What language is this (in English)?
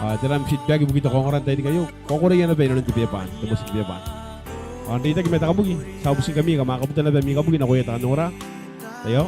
Gilbertese